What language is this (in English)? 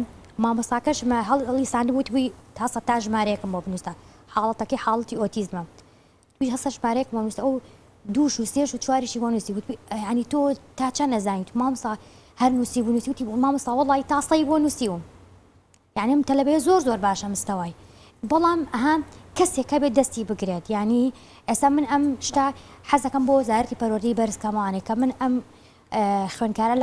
Central Kurdish